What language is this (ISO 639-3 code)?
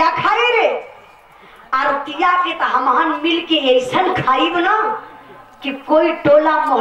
bho